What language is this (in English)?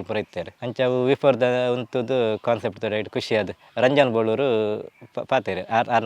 Tulu